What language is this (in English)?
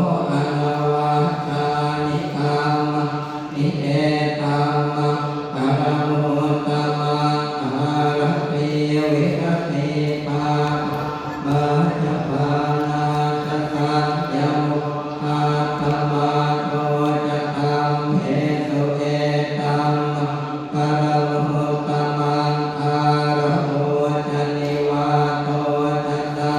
Pali